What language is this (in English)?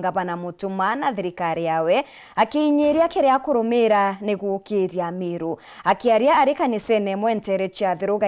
Meru